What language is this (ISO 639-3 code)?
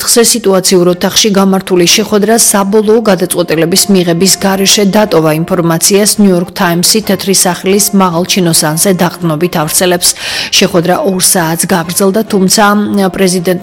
kat